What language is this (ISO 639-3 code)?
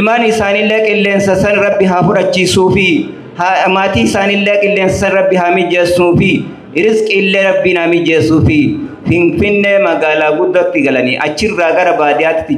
orm